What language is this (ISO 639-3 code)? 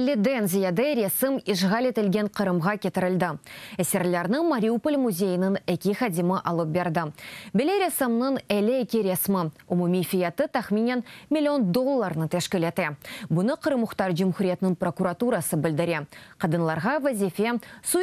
crh